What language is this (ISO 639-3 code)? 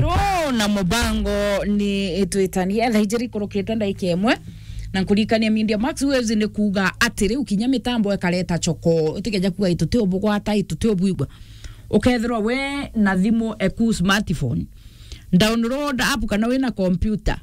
mer